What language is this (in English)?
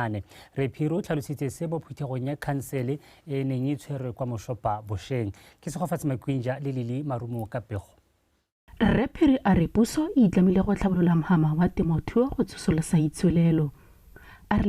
Tswana